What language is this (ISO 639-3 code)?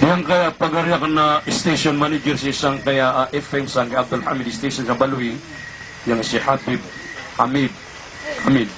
mrw